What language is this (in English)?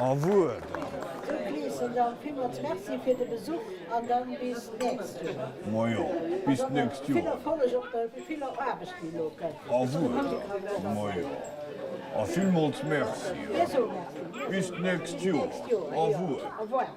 Luxembourgish